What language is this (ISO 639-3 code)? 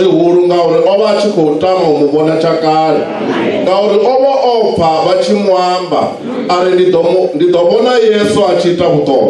ven